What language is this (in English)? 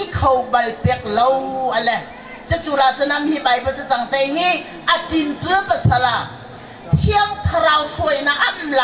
Hakha Chin